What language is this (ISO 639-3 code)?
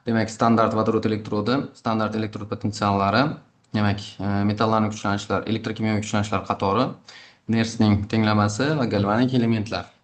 uzb